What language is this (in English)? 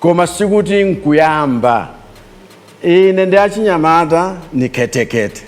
Nyanja